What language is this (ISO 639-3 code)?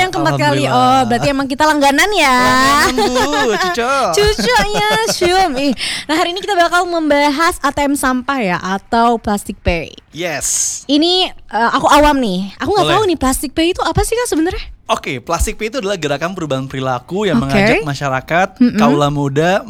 ind